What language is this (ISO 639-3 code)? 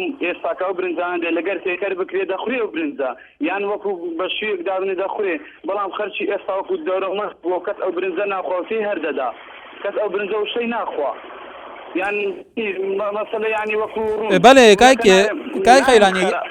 ckb